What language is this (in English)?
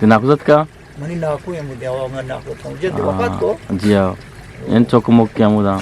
Eastern Balochi